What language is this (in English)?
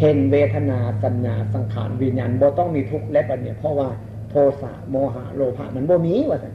Northeastern Thai